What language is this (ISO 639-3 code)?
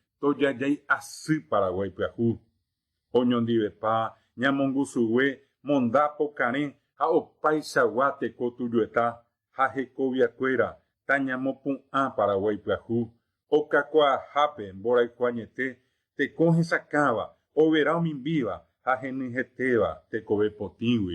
grn